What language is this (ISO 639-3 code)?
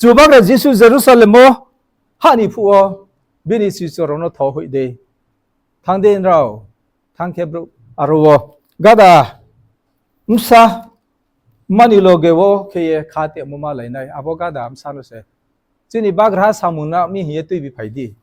ria